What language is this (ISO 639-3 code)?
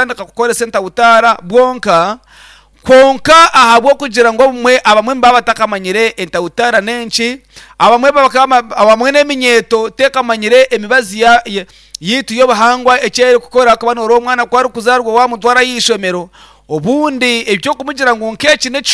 nyn